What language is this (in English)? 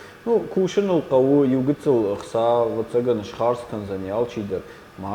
Ossetic